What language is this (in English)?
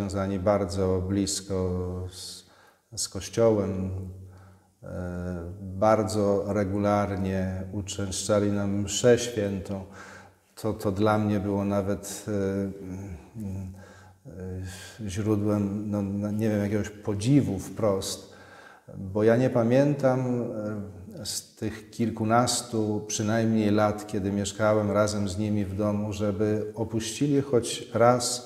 Polish